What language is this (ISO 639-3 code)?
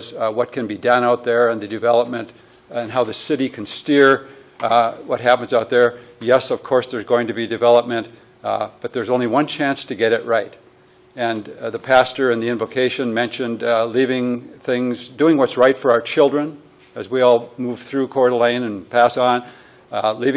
eng